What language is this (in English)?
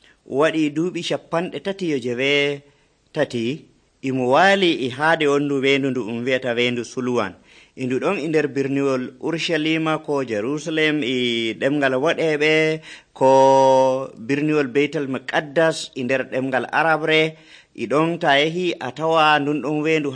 Nigerian Fulfulde